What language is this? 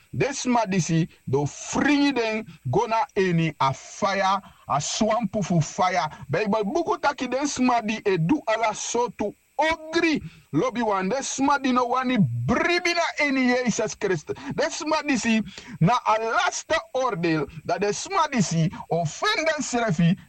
Sranan Tongo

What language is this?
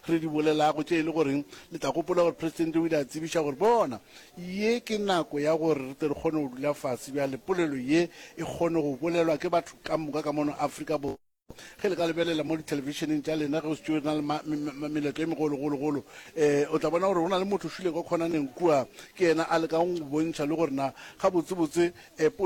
Northern Sotho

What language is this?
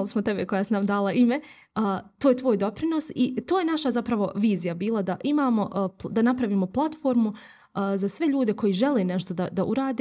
Bosnian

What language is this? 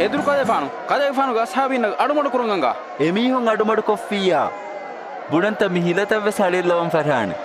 Divehi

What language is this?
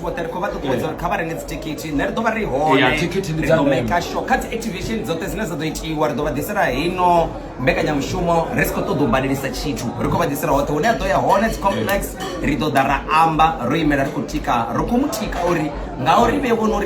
Venda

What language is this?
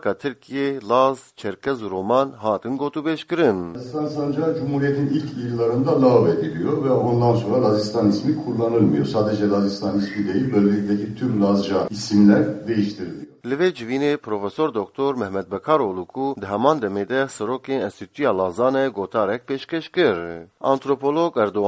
Kurdish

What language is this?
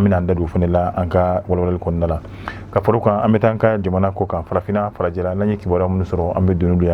Bambara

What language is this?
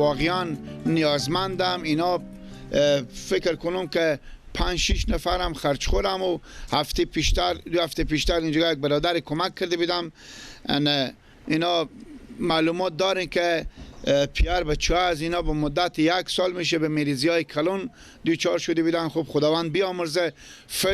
Persian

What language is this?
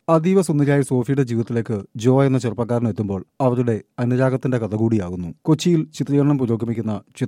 Malayalam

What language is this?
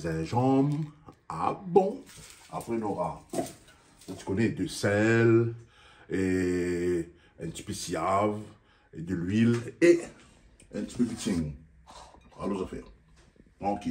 Réunion Creole French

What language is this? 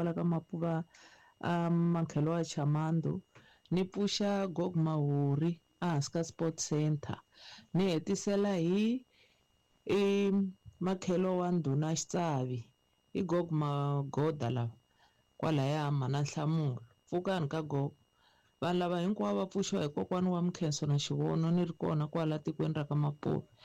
Tsonga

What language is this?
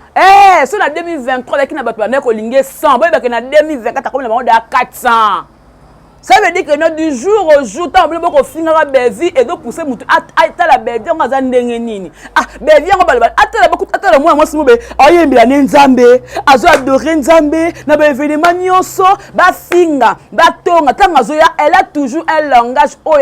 Lingala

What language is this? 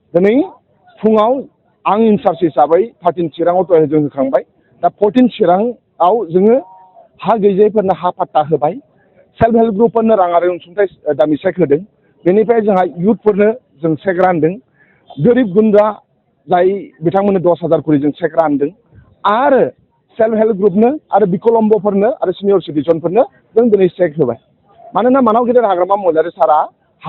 Bodo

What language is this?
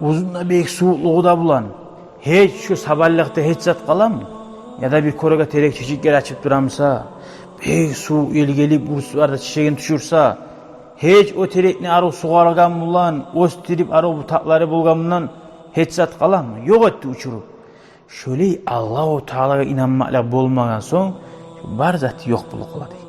Kumyk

